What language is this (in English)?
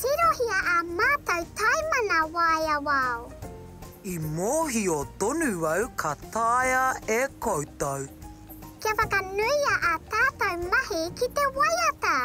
Māori